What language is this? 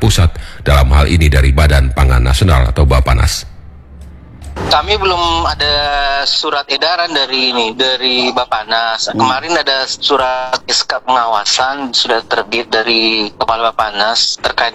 Indonesian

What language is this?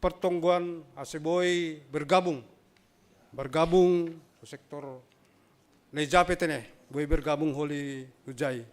Batak Simalungun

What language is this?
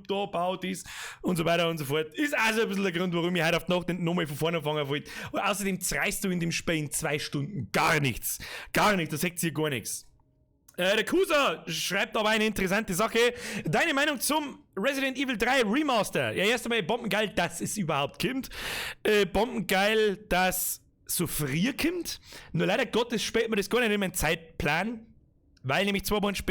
Bavarian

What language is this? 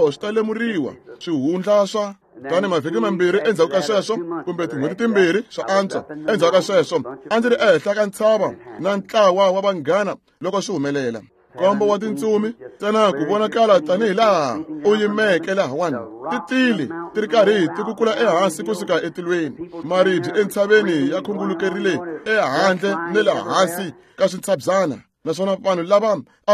Tsonga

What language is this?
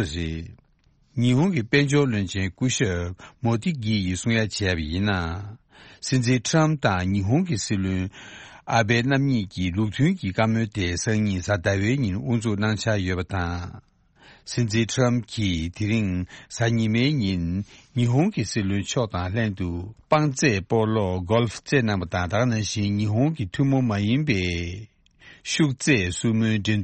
Tibetan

